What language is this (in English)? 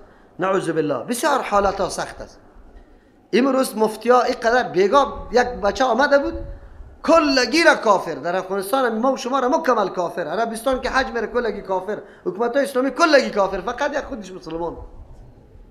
Persian